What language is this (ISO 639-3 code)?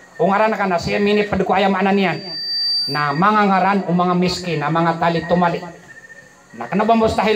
mrw